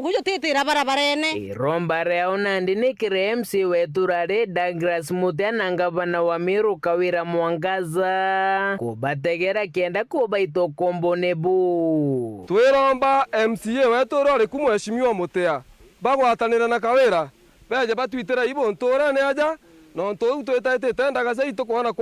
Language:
Meru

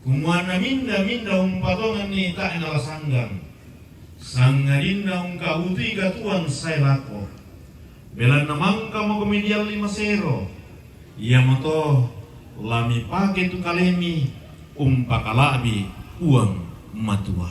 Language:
Toraja-Sa'dan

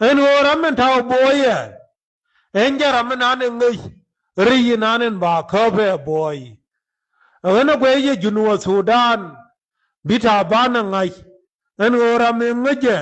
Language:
Nuer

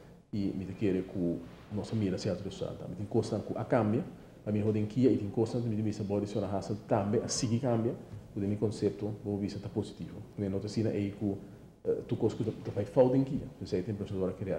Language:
Papiamento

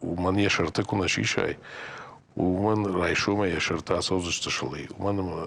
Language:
Ossetic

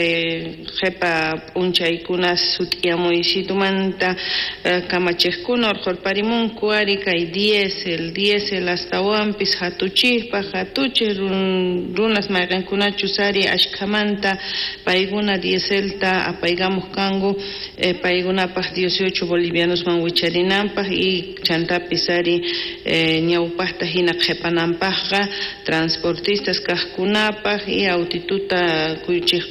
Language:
South Bolivian Quechua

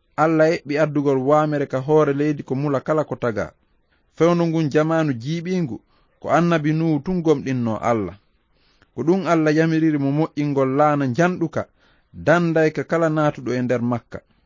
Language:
Fula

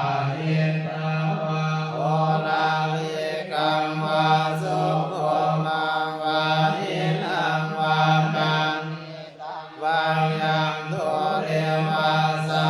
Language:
Pali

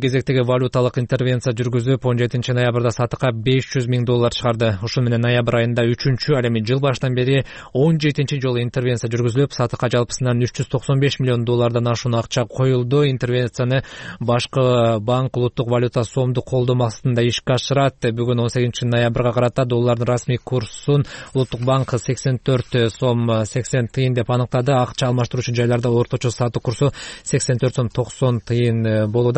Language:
Kyrgyz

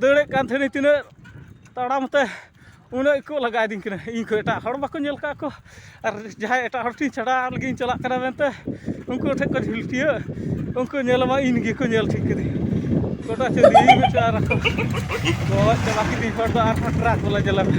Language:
Santali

